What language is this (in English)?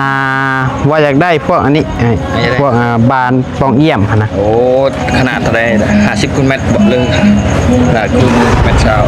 Northeastern Thai